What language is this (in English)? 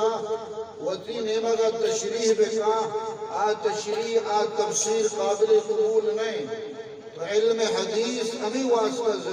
Eastern Balochi